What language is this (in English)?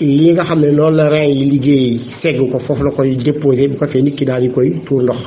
Wolof